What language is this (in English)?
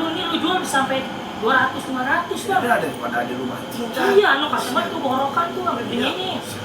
Betawi